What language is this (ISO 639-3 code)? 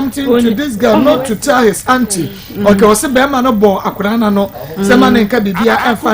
aka